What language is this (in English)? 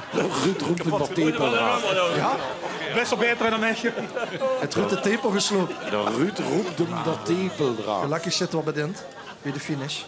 Limburgish